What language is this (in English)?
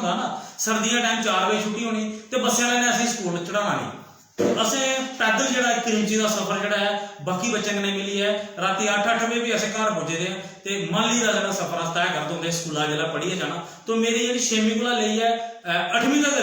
Dogri